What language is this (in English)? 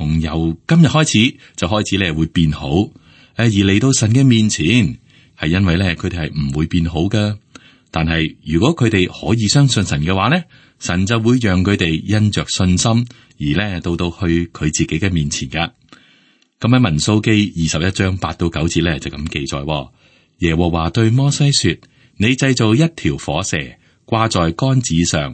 Cantonese